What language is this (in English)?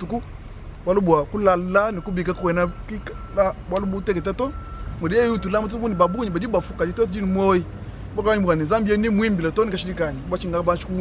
Luba-Lulua